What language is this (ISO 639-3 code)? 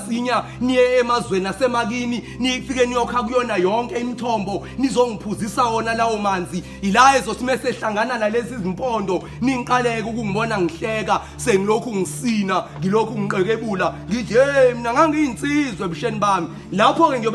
zul